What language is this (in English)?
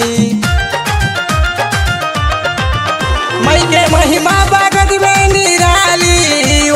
Bhojpuri